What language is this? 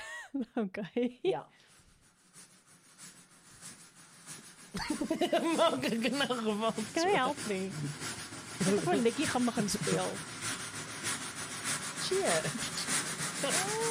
Afrikaans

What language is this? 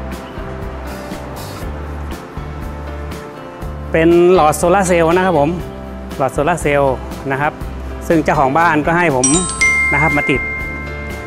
Thai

